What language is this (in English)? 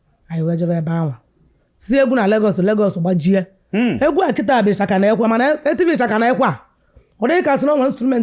Igbo